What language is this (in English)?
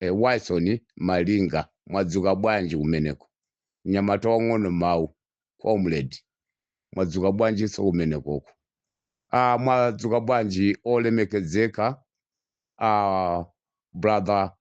Nyanja